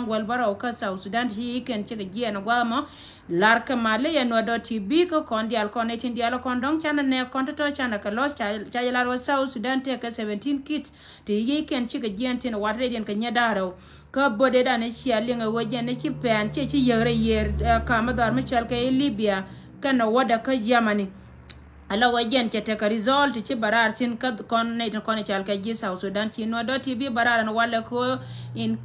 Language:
Nuer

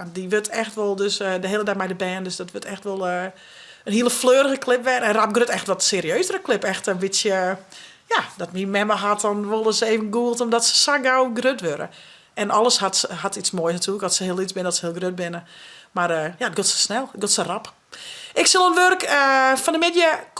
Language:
Western Frisian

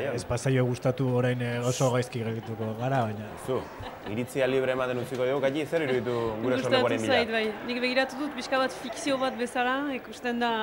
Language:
Basque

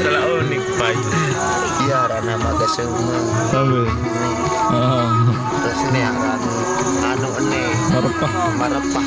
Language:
Sasak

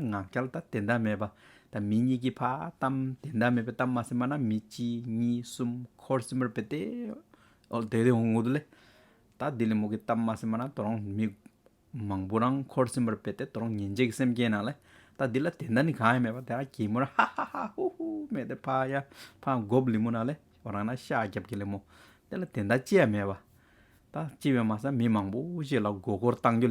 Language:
Hyolmo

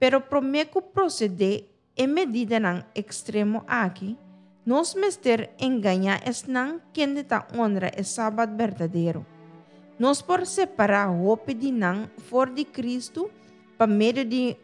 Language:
Papiamento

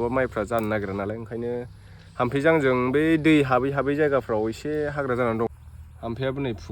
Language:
Bodo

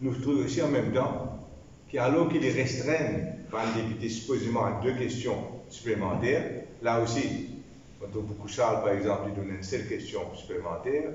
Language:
Morisyen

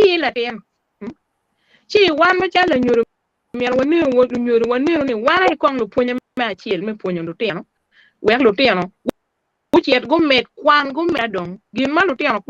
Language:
Acoli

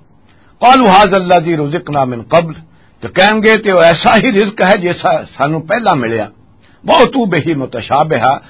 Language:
Western Panjabi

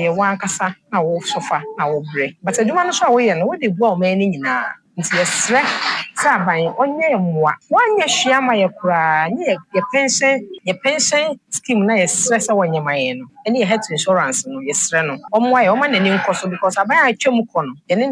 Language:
Akan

